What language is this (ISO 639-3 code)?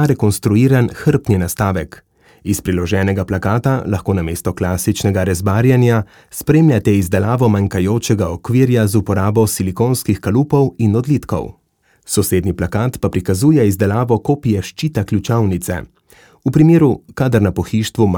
slv